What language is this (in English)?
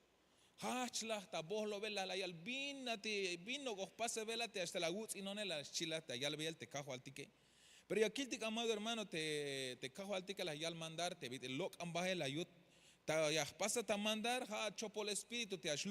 Tzeltal